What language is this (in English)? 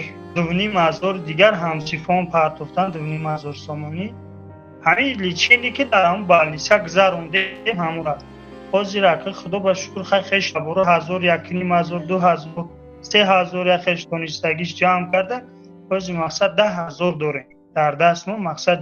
Tajik